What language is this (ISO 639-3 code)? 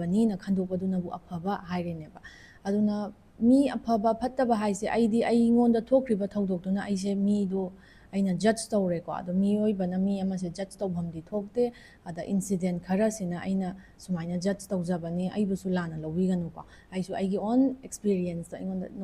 mni